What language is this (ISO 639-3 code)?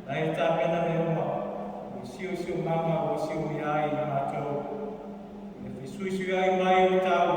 smo